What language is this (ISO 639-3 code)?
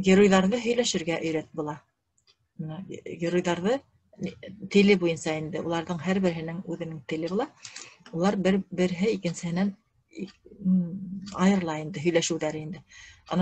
bak